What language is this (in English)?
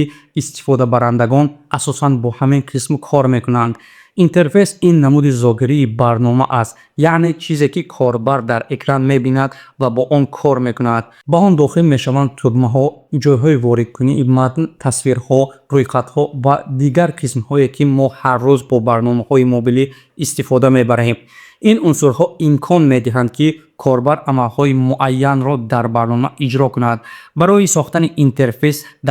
Tajik